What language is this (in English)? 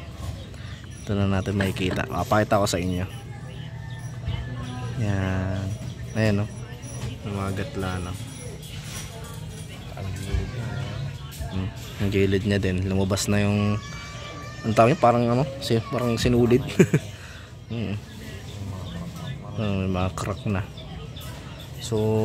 Filipino